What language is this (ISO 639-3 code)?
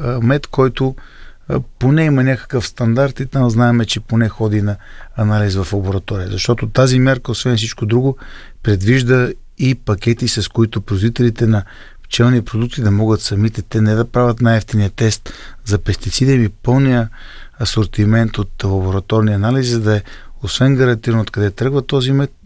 bul